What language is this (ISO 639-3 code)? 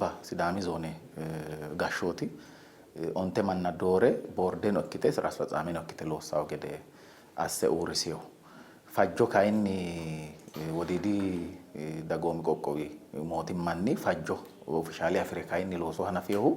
sid